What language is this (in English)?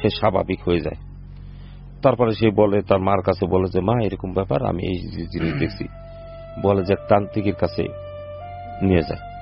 Bangla